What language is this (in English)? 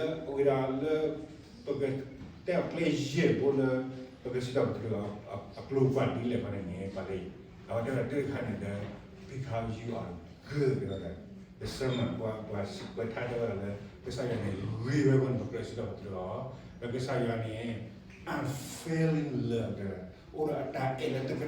S'gaw Karen